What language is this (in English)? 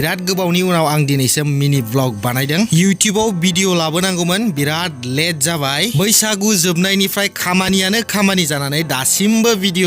Bodo